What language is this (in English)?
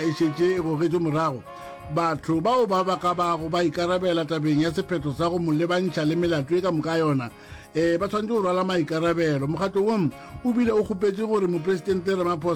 Northern Sotho